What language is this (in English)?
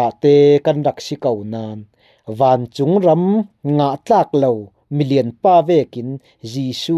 Falam Chin